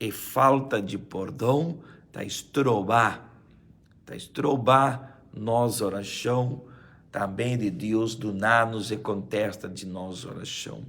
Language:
Papiamento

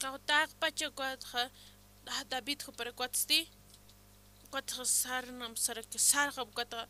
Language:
Aymara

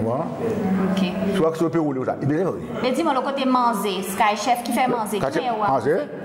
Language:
Seselwa Creole French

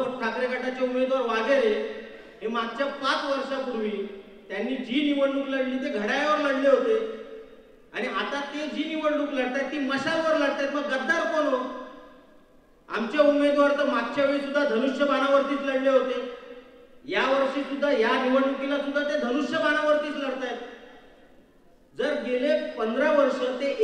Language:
Marathi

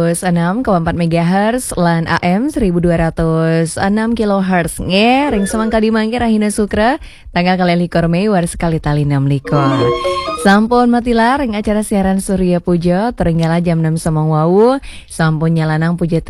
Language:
Balinese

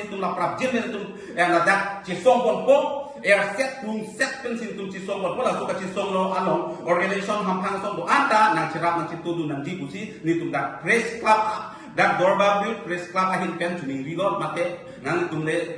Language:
Karbi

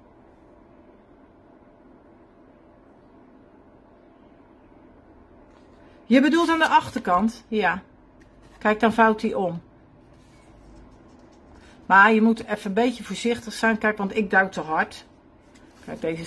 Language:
Dutch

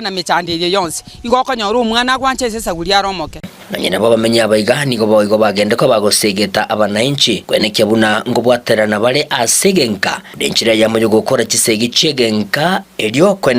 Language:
Gusii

